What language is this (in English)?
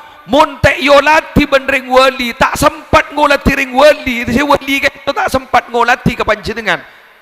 Madurese